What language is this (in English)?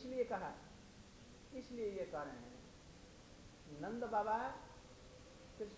Hindi